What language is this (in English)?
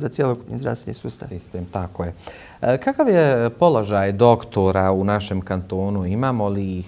Bosnian